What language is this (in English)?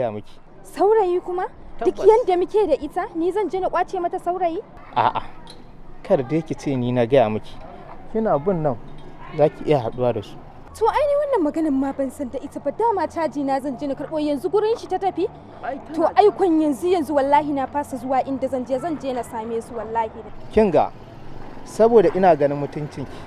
Hausa